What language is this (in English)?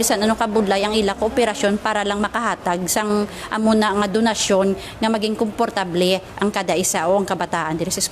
Hiligaynon